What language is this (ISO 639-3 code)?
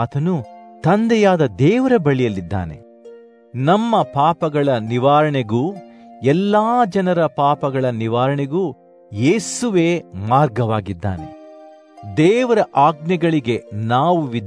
kan